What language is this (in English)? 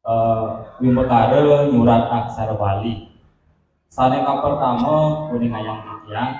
Balinese